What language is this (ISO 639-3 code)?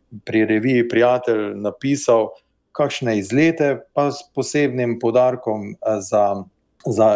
slv